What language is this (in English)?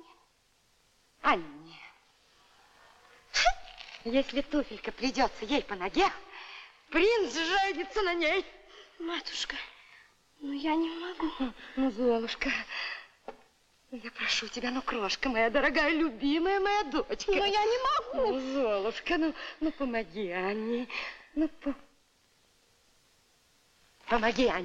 Russian